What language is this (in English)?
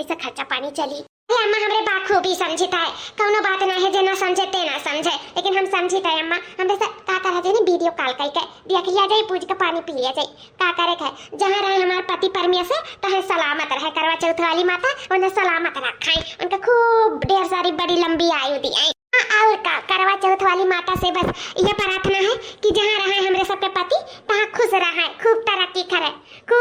Awadhi